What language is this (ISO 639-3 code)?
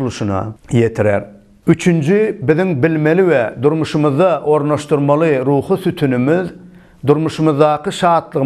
tuk